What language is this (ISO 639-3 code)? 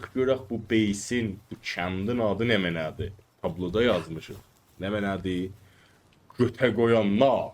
azb